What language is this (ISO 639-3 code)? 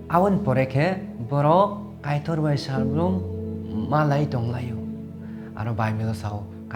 trp